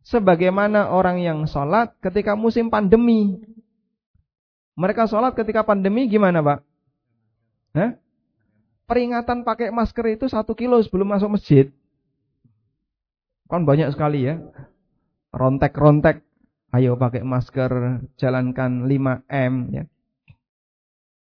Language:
Indonesian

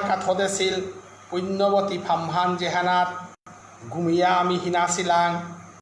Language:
Bishnupriya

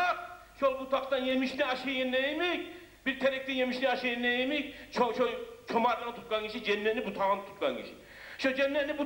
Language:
Kumyk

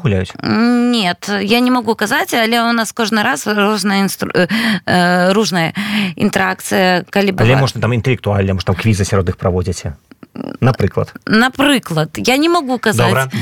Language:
Belarusian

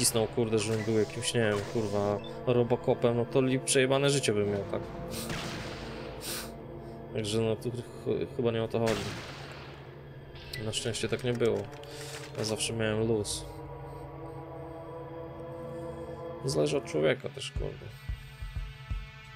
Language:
Polish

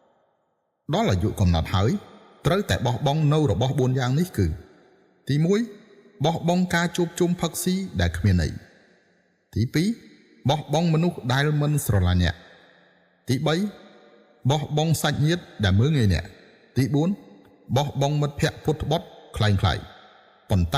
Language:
Khmer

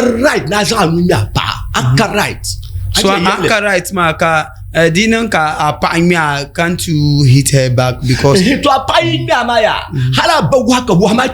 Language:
Dagbani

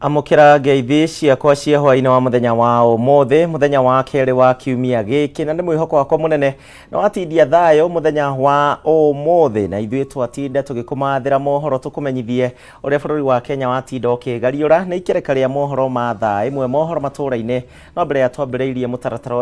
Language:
Kikuyu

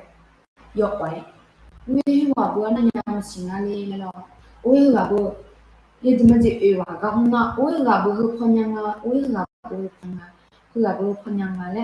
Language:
Akha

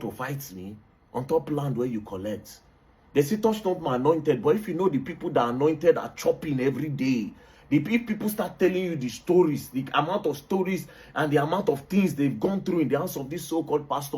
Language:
Nigerian Pidgin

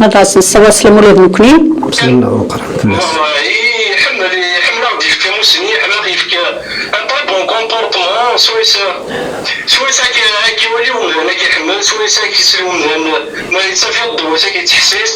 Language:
Kabyle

